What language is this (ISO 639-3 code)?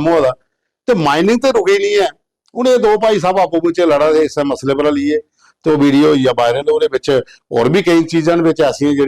doi